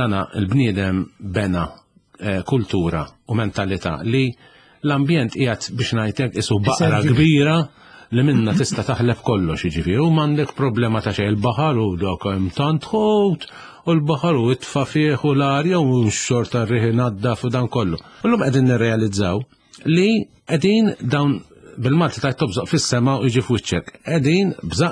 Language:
Maltese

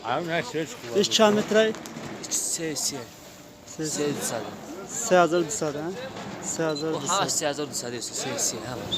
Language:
Tajik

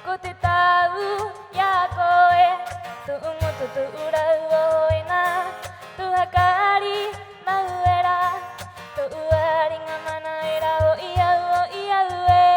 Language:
Rapanui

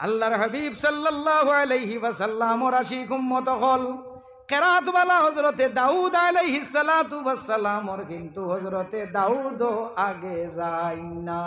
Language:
Sylheti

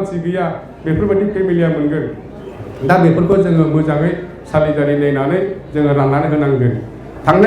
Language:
Bodo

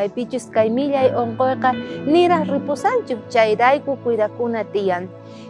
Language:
South Bolivian Quechua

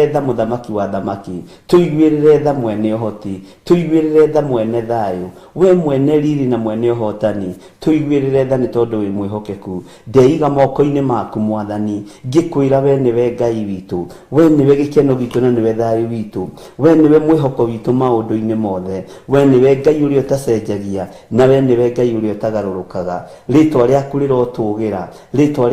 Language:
Kikuyu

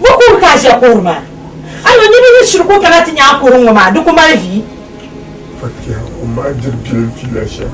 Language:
Dagbani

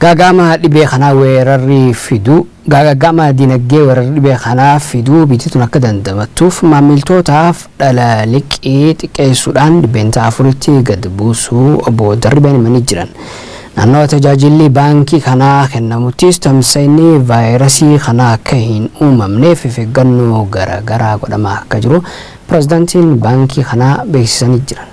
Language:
Oromo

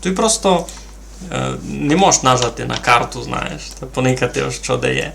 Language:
Rusyn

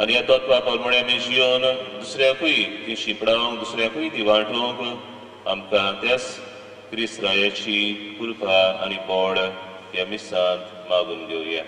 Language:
Konkani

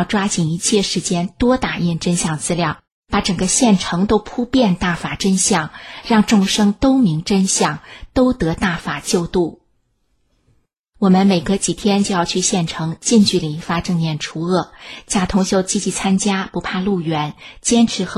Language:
Chinese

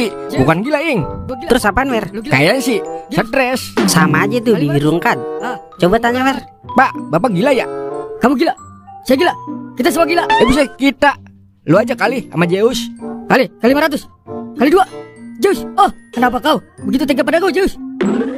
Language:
Betawi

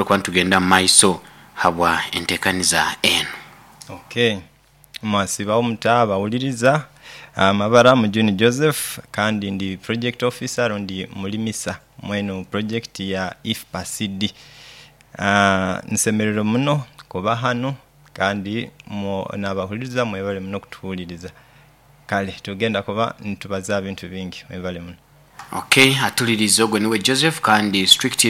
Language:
Nyoro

